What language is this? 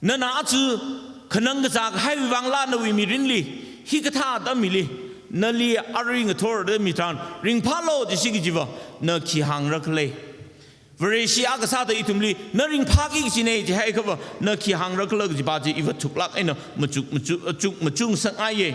Tangkhul Naga (India)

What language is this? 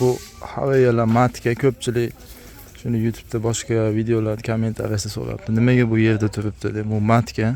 Uzbek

